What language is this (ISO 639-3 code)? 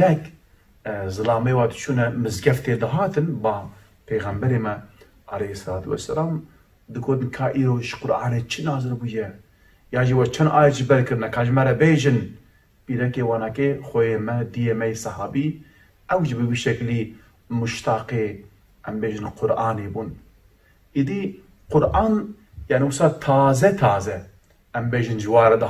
kur